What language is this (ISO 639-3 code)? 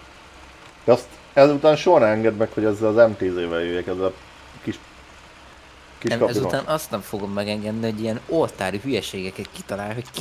hun